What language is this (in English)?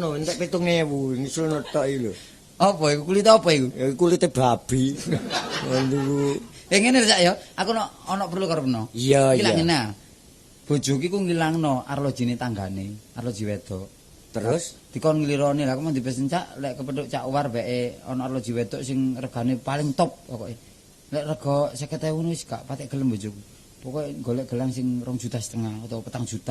Javanese